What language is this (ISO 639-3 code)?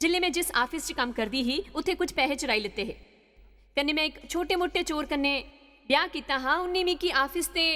doi